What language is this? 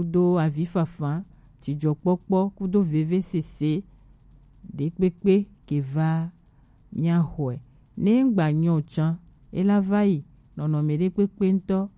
Gen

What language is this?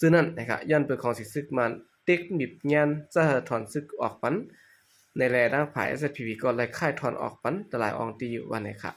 Shan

